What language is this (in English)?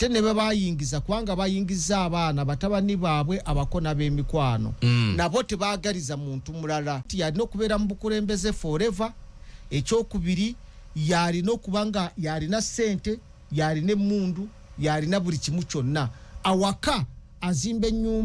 Ganda